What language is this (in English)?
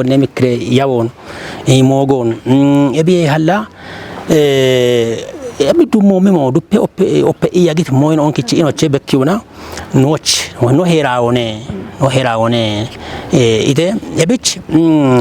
Kafa